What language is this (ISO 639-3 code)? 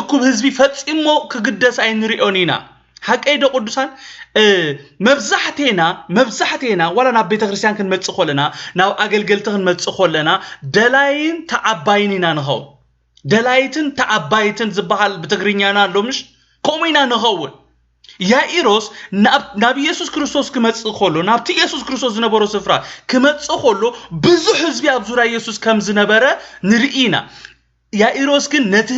tir